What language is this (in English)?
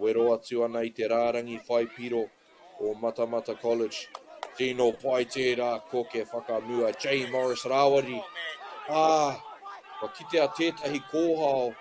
Māori